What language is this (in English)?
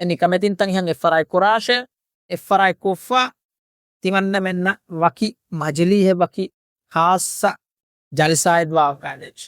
Divehi